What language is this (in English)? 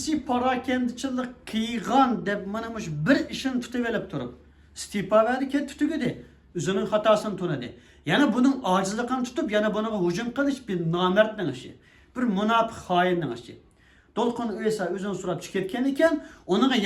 Uyghur